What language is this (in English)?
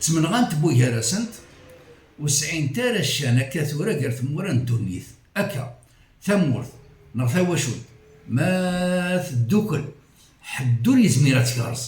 Kabyle